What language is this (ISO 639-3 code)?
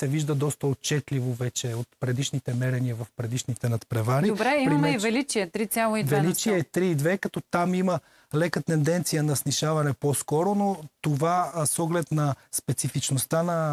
bul